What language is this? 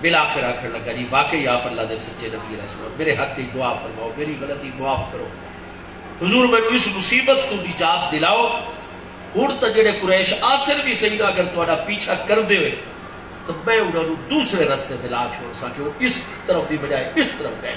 Saraiki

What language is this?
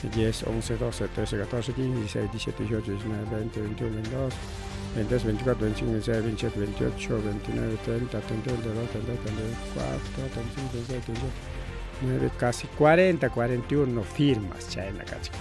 Ayacucho Quechua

